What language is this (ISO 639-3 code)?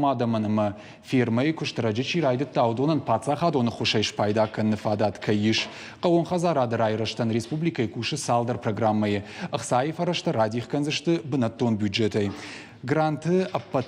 oss